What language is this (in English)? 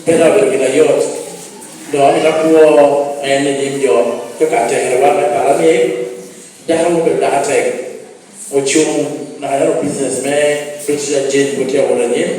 Lango (Uganda)